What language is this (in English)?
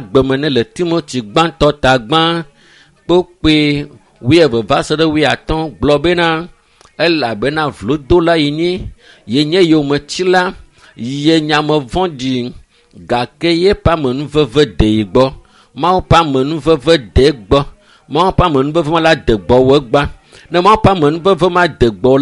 Ewe